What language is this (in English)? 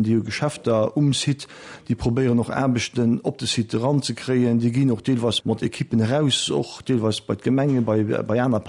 Luxembourgish